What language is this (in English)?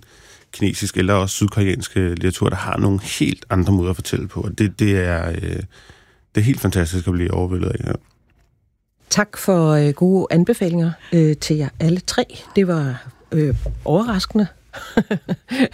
Danish